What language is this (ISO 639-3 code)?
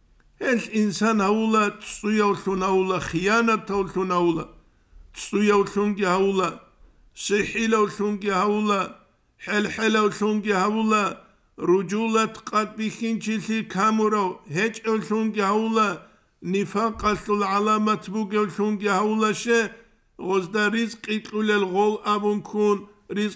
ava